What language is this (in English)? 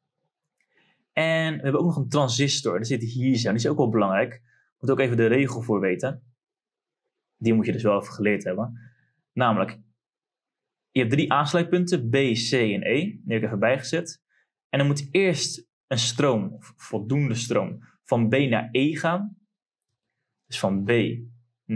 Dutch